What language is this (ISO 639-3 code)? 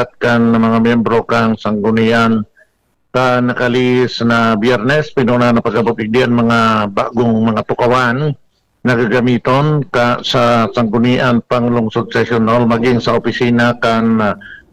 bik